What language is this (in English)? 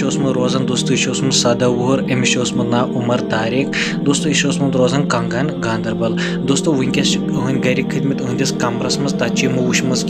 Kashmiri